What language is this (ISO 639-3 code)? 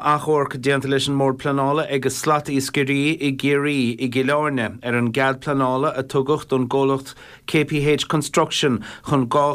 gle